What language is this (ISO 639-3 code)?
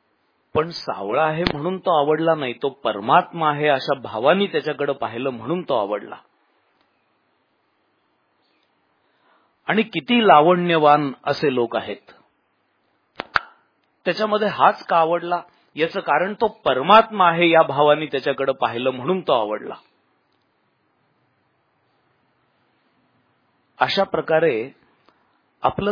mar